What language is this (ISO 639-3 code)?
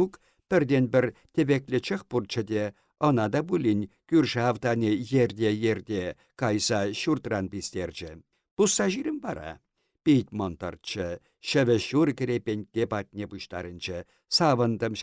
chv